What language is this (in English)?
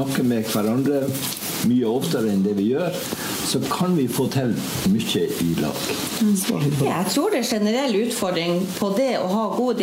Norwegian